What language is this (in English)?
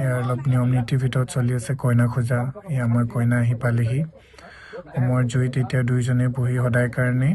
Assamese